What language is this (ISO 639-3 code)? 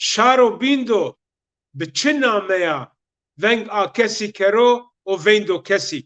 zza